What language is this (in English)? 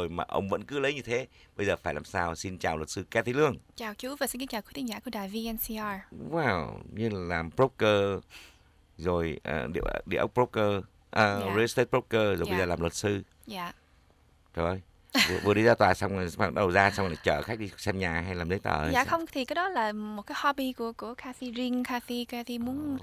Vietnamese